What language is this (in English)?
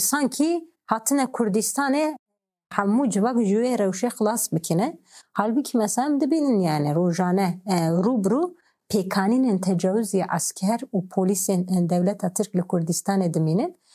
Kurdish